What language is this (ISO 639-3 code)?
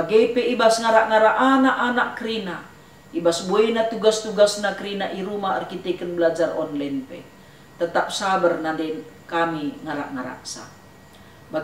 btx